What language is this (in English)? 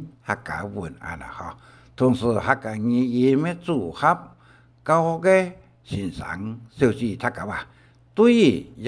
Hakka Chinese